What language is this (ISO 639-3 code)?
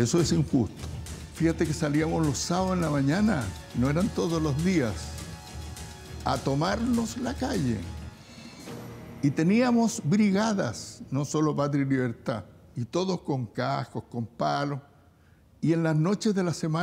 spa